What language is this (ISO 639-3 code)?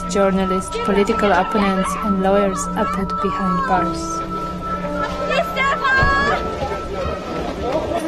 eng